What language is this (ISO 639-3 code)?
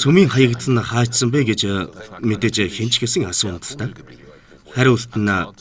mon